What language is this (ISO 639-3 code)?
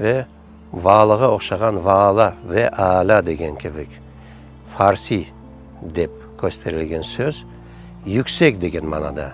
crh